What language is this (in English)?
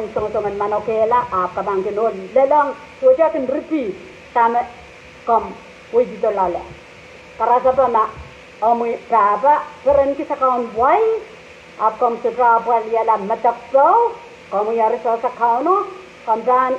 Pohnpeian